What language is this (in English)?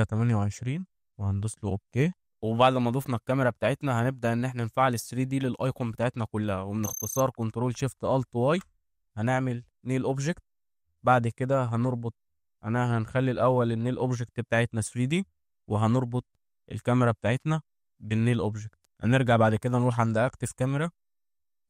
Egyptian Arabic